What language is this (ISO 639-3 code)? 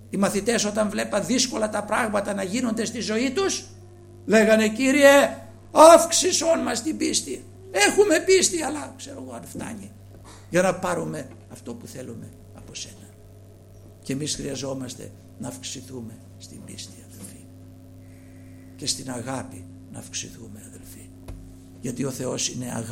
ell